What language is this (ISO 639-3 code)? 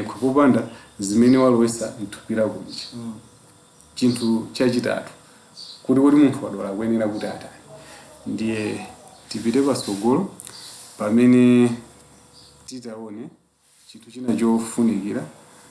nya